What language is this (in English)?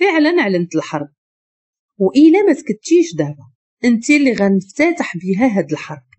Moroccan Arabic